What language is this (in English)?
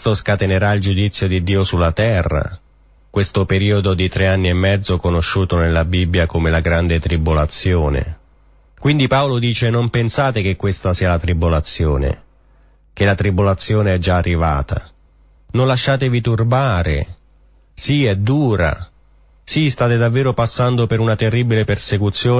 Italian